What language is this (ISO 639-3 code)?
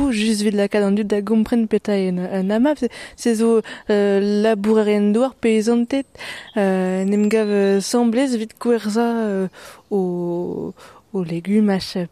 bre